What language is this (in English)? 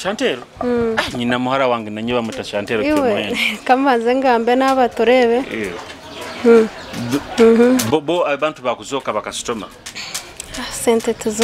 Nyoro